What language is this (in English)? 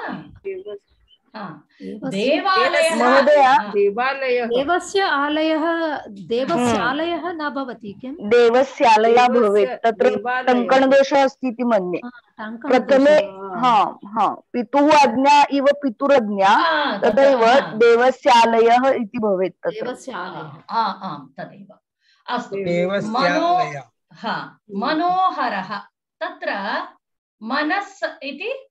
Sanskrit